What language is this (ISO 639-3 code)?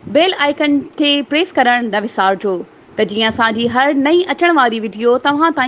snd